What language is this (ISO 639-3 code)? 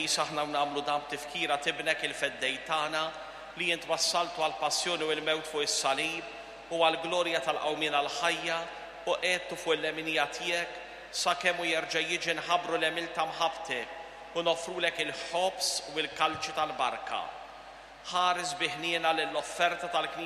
mlt